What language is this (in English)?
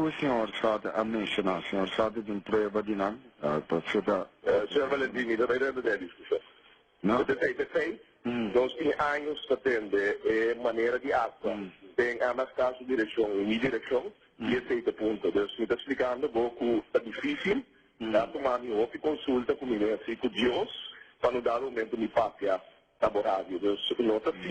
Papiamento